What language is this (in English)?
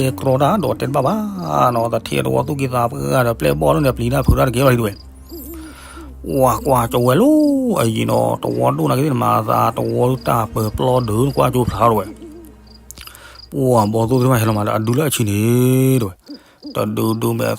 S'gaw Karen